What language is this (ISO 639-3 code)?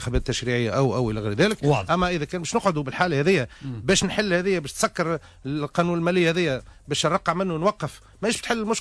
aeb